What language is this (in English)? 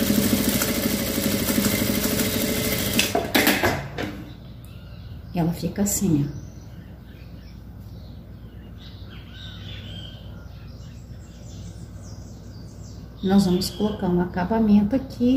Portuguese